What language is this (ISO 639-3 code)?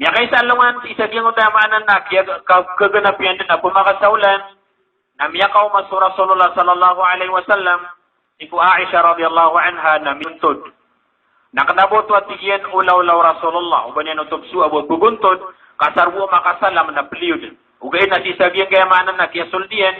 mrw